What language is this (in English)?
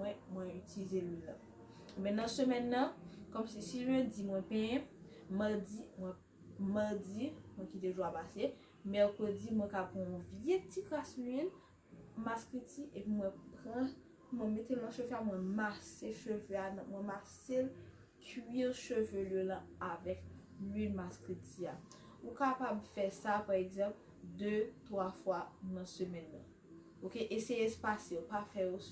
Haitian Creole